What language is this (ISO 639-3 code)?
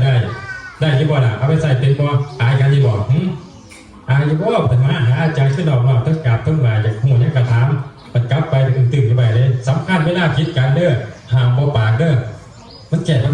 lao